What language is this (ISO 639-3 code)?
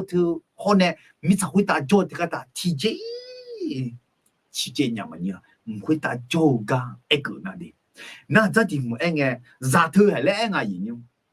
ahk